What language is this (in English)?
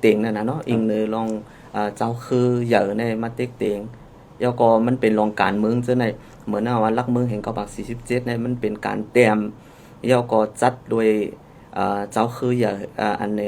Shan